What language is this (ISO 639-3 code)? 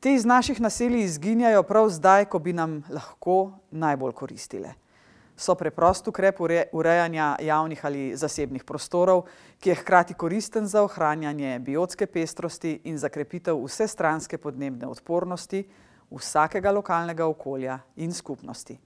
slv